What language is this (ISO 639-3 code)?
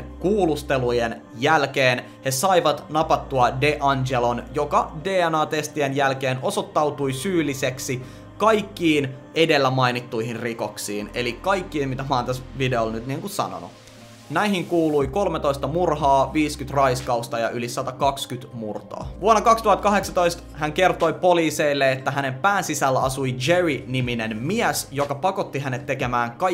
fin